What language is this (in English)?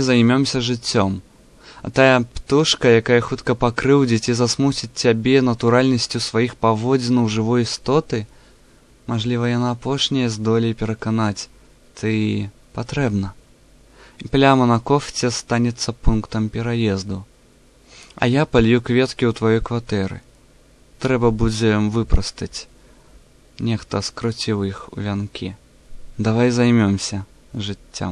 Belarusian